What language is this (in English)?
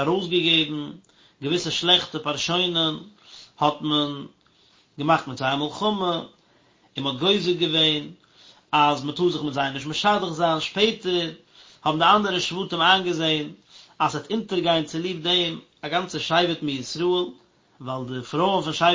Yiddish